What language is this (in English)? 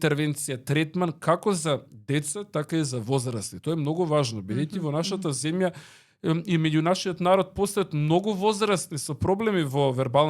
Macedonian